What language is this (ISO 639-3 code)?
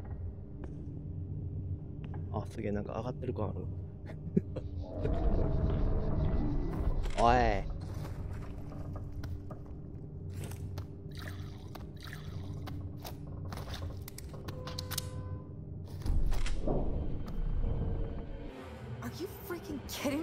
jpn